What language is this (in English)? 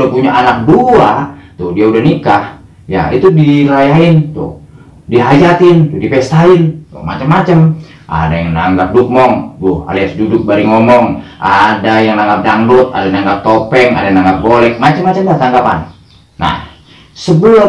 Betawi